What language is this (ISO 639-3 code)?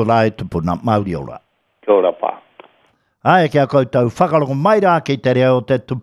mri